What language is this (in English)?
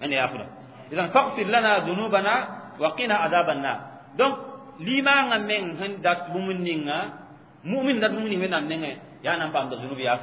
Mossi